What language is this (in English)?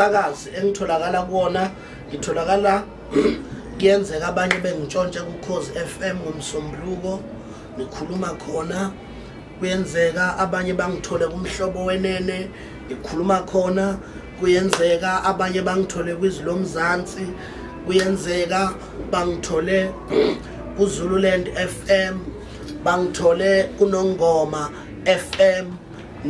Zulu